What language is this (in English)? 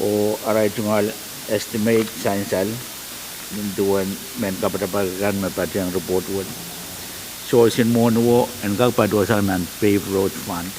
Pohnpeian